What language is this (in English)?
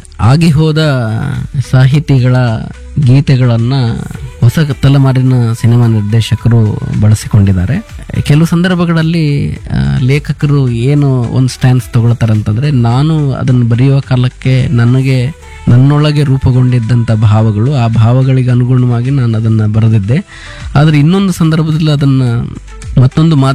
Kannada